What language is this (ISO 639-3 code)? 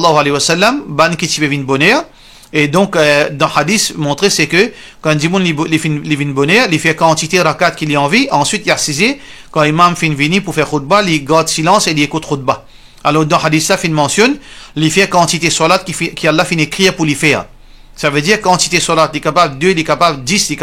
mfe